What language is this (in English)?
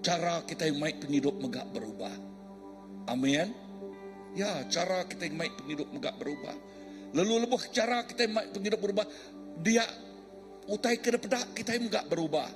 Iban